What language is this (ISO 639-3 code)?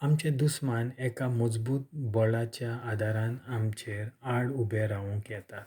kok